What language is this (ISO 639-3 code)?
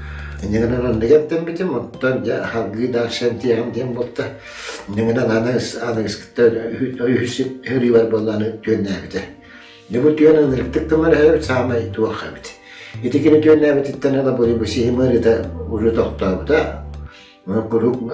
sah